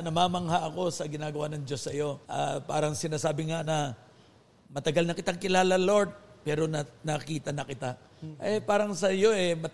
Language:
Filipino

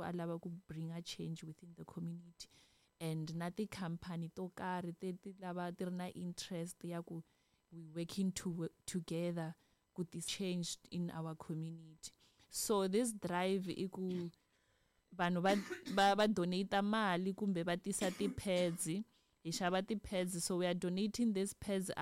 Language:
Tsonga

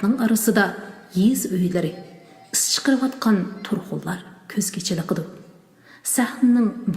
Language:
Uyghur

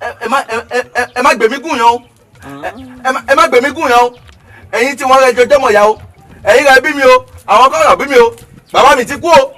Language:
Yoruba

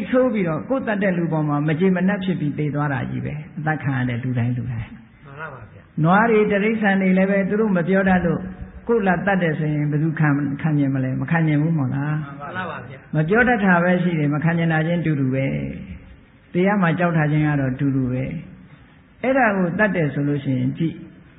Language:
Burmese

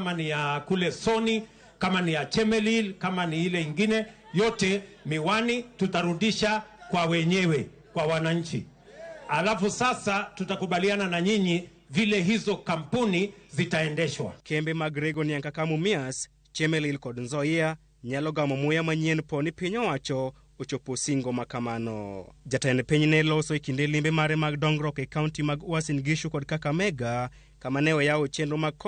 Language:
Luo (Kenya and Tanzania)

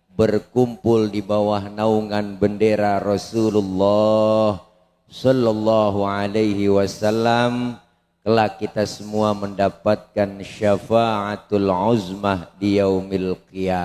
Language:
Betawi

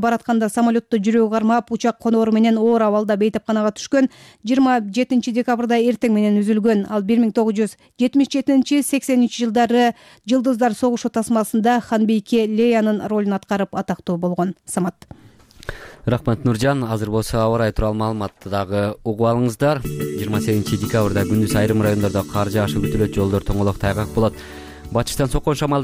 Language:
Kyrgyz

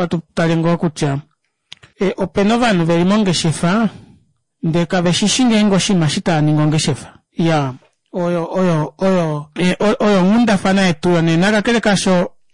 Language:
Kuanyama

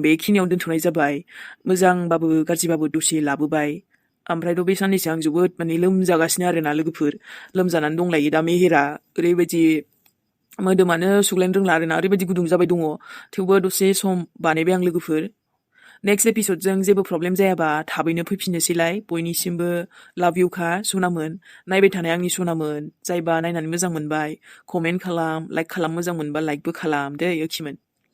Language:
Bodo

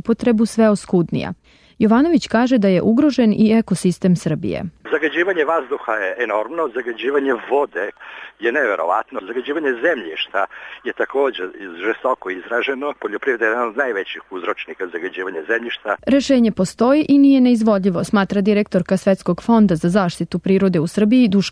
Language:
Serbian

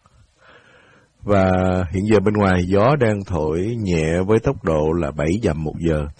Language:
Vietnamese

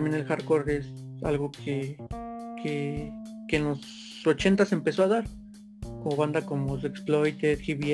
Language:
Spanish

